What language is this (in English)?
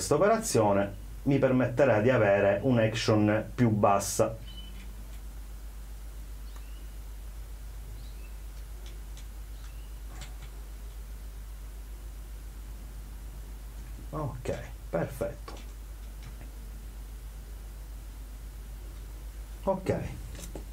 Italian